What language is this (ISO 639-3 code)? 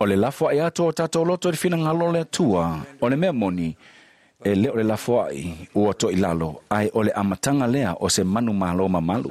smo